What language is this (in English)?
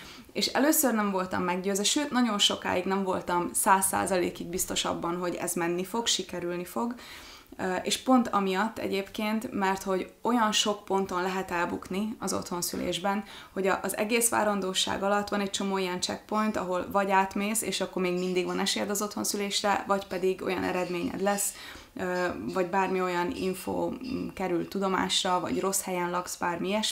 Hungarian